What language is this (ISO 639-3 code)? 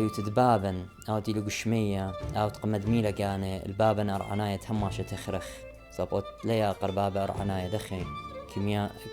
aii